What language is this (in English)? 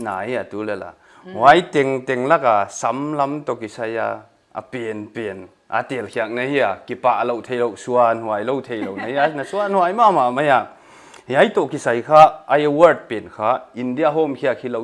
Paite Chin